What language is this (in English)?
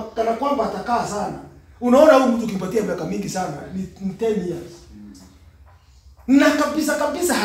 Swahili